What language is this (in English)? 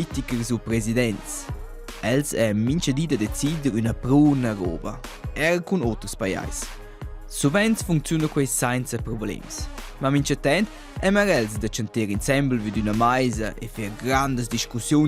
Romansh